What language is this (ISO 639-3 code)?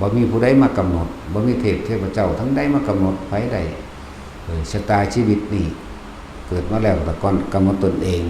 lao